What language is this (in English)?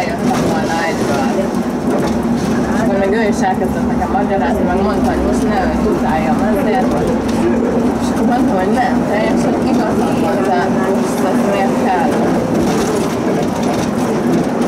Hungarian